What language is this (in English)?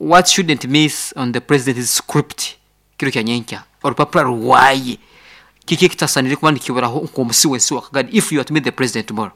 Nyankole